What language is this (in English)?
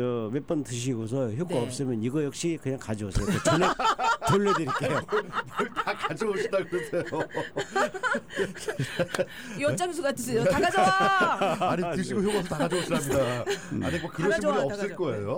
Korean